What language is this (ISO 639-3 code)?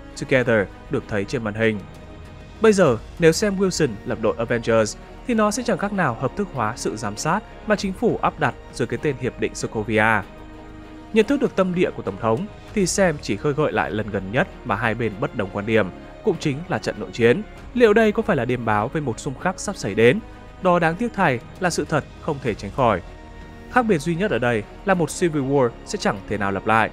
vie